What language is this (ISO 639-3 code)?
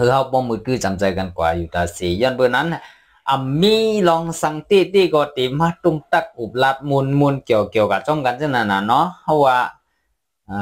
shn